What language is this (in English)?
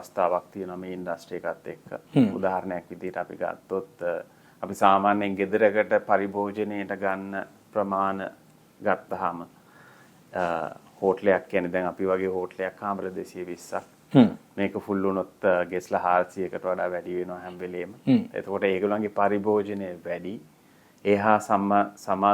Sinhala